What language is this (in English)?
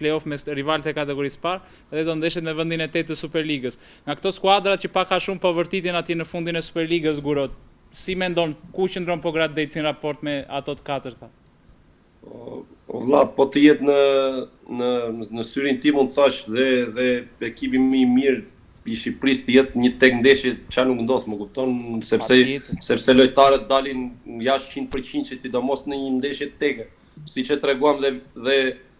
Albanian